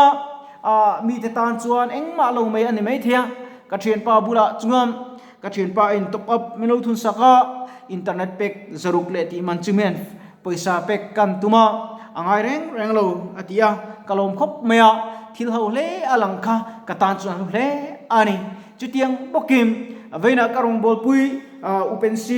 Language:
Mizo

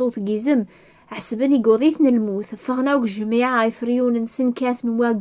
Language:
Kabyle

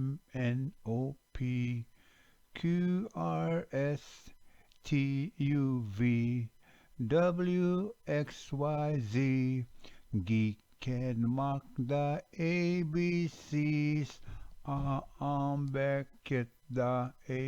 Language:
Ojibwa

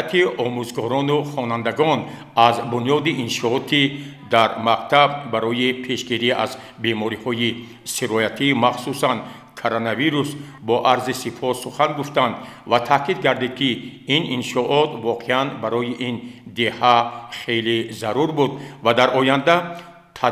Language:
Tajik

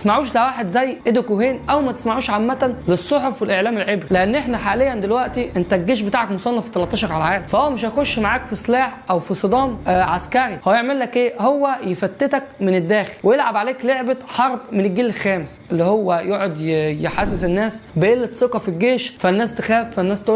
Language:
Egyptian Arabic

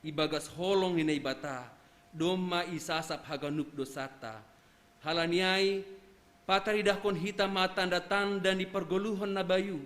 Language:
Batak Simalungun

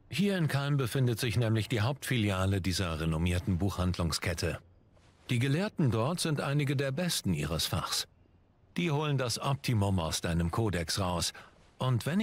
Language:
German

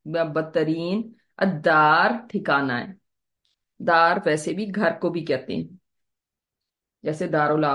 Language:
Urdu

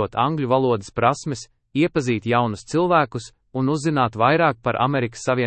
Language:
Latvian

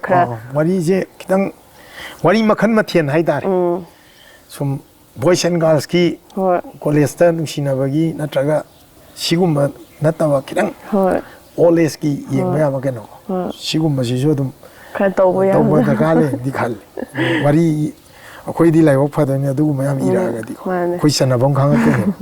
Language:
Manipuri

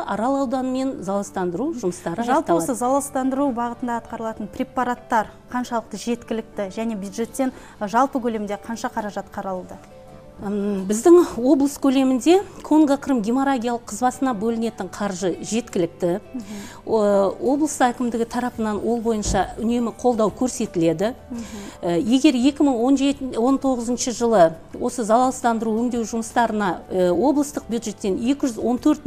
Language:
Kazakh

